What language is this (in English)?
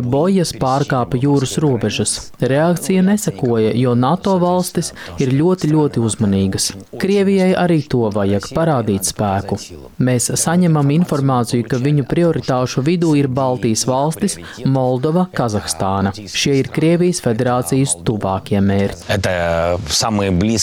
Latvian